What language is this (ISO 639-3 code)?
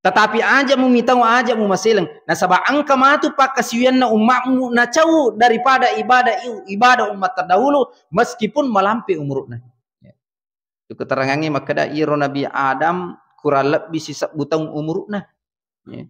bug